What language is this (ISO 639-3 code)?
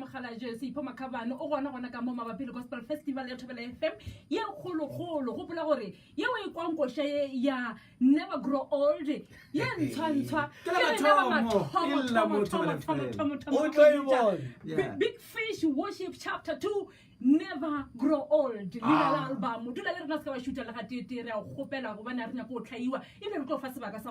nso